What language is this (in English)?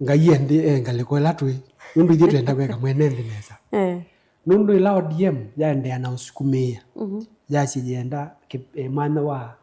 Kamba